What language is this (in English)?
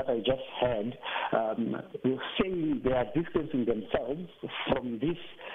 English